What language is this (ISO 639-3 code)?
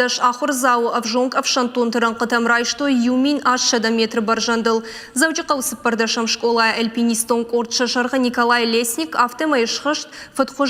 oss